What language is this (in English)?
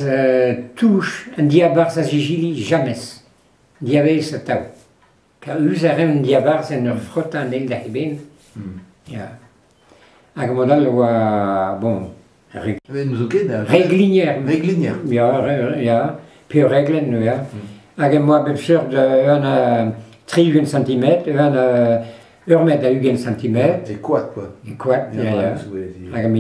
Breton